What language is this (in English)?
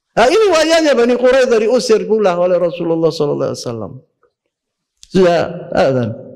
Indonesian